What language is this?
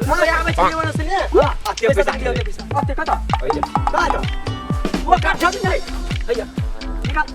Maithili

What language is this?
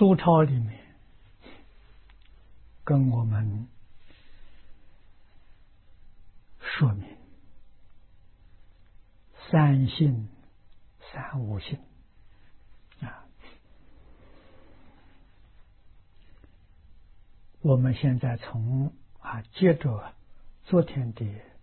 Chinese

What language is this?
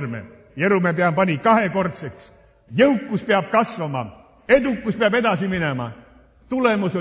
Estonian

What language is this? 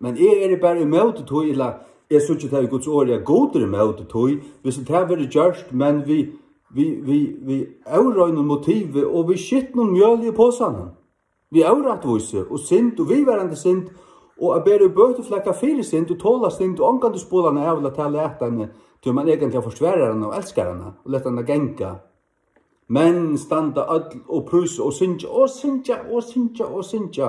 Faroese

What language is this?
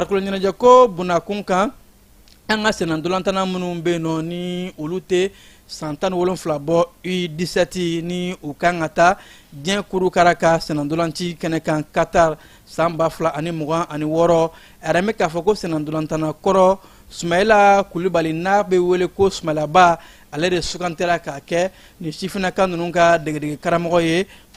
Bambara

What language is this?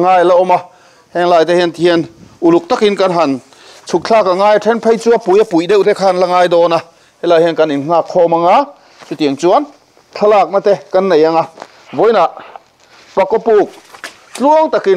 Mizo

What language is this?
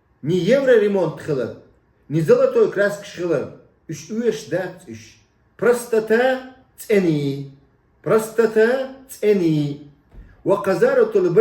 Chechen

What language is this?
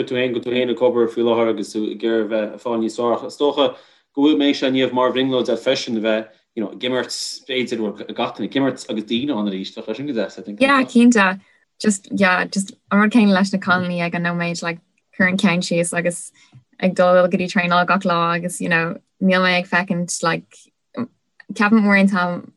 Irish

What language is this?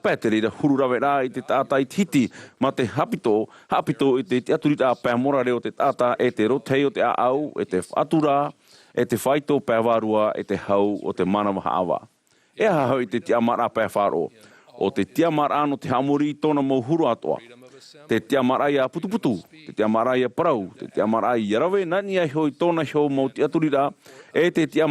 Tahitian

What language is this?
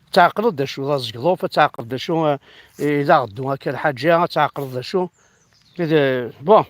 Kabyle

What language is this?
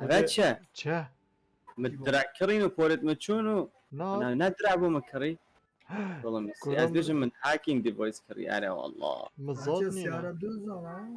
Kurdish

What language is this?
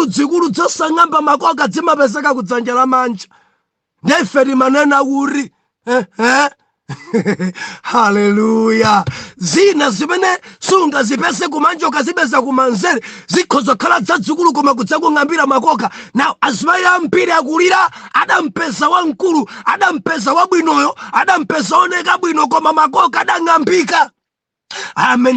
Nyanja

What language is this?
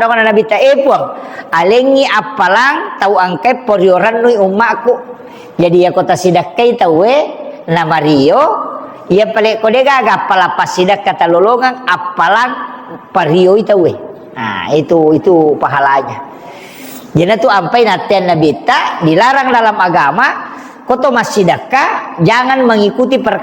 Buginese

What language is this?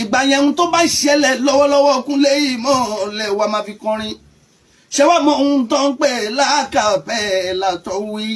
Yoruba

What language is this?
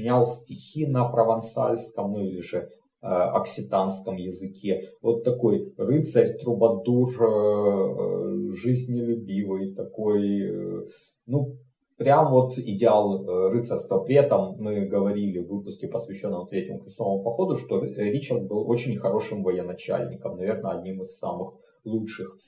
Russian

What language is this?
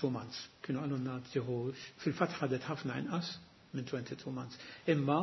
Maltese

